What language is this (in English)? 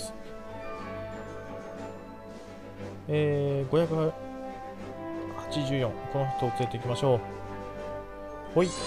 Japanese